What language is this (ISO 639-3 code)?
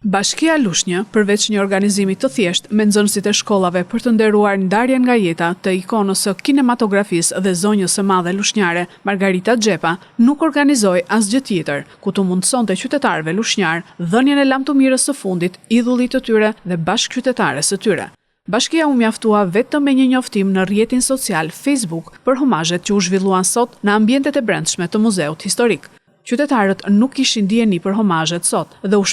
sqi